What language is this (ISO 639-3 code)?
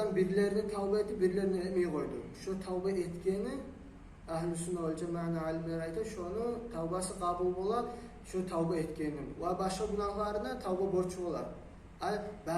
kum